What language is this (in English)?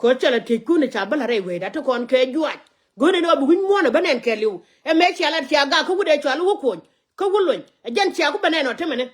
Nuer